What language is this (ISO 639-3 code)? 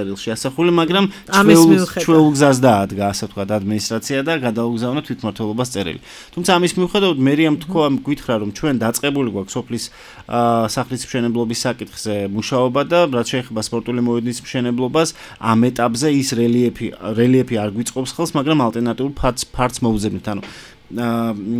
kat